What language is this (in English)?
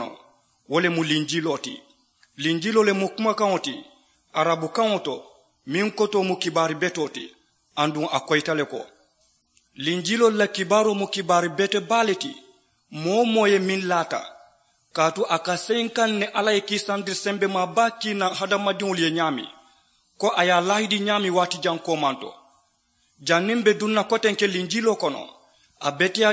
Mandingo